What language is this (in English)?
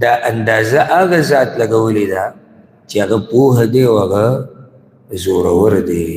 Pashto